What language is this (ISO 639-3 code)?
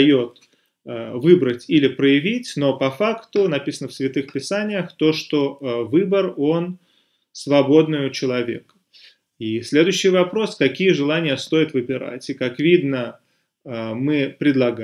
rus